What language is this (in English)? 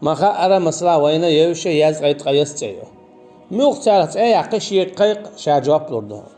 Chechen